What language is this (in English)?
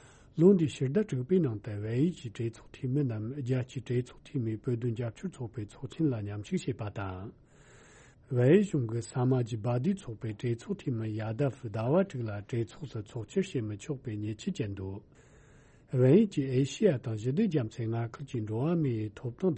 Tibetan